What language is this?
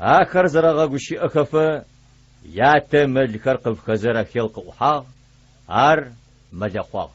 Adyghe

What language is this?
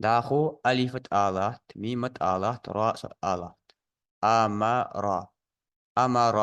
Ingush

